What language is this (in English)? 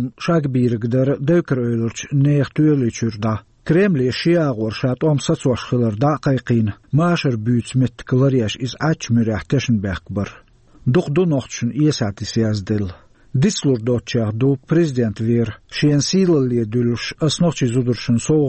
Chechen